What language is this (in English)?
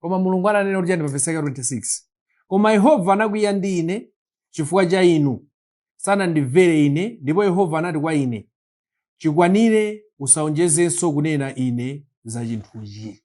Nyanja